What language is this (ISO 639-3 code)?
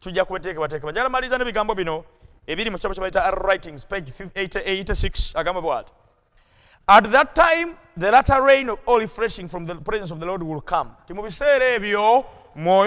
lug